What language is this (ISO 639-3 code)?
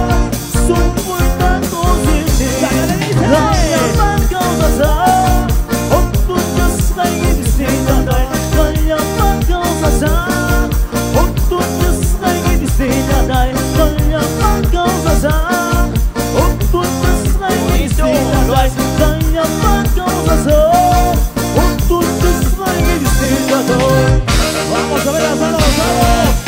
spa